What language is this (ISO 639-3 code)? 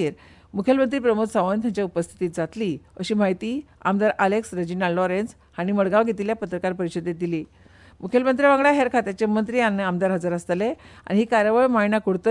kok